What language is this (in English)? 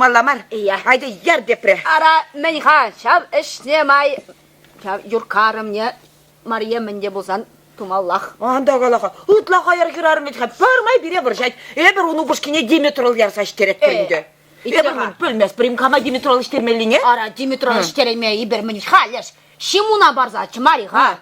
Chuvash